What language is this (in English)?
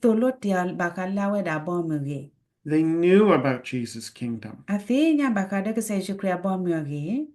S'gaw Karen